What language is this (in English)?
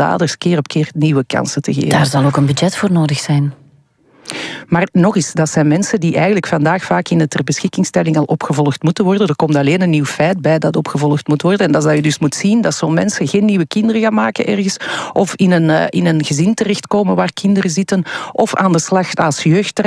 Dutch